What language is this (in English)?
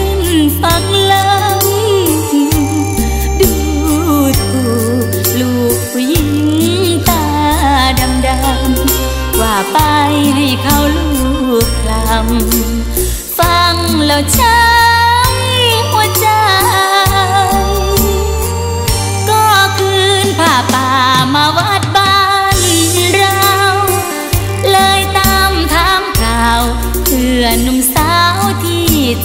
Thai